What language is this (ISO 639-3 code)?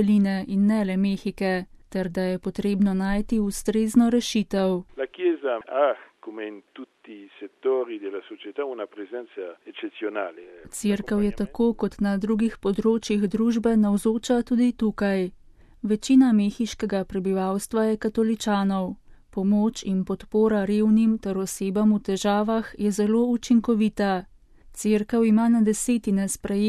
slv